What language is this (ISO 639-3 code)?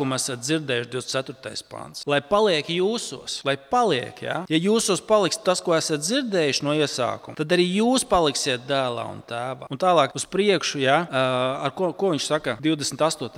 lav